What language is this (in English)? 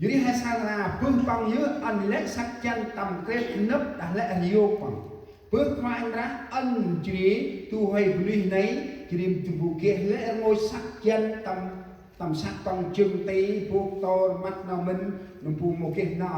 Central Mnong